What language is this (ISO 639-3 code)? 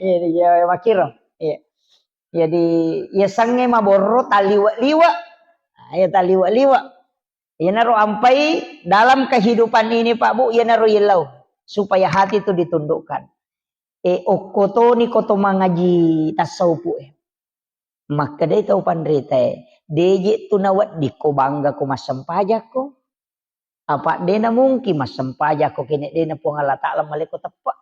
bug